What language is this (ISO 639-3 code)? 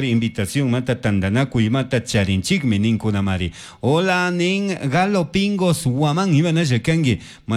qug